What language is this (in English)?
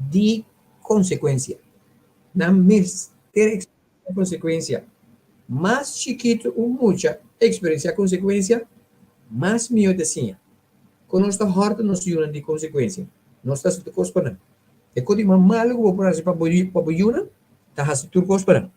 Papiamento